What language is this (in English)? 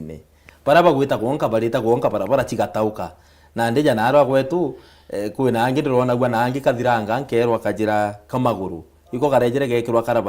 Meru